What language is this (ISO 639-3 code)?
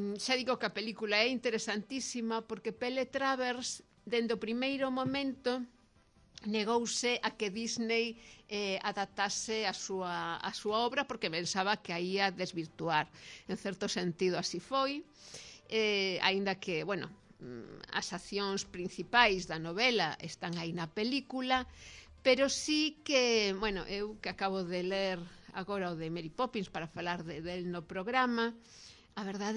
glg